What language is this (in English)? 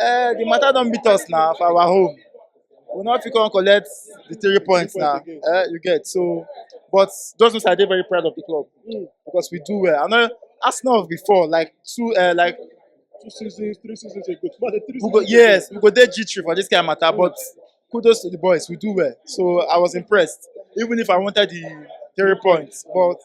Nigerian Pidgin